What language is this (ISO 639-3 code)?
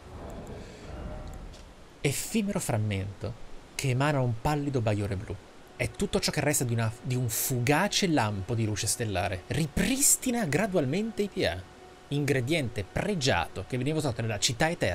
ita